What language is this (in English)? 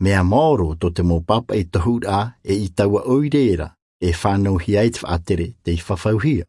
Tahitian